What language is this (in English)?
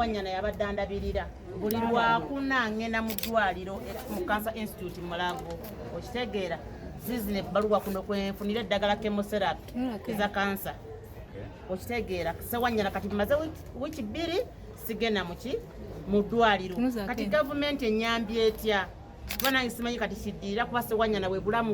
Ganda